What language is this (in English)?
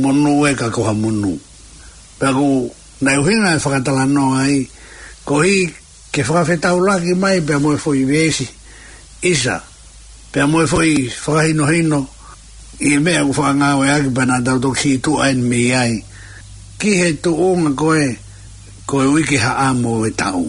Tongan